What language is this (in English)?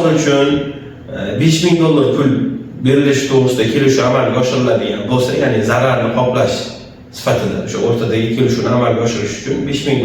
Uzbek